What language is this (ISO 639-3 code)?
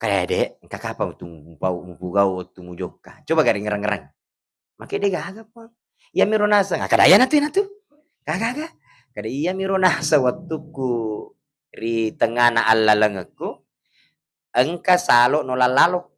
bug